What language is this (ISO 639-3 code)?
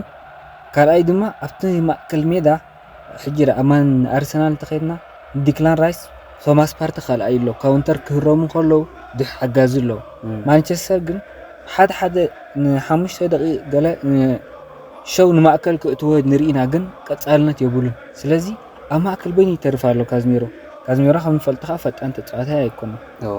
tir